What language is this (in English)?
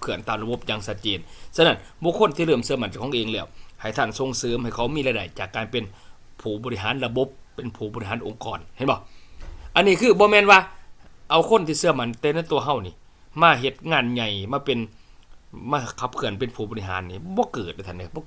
Lao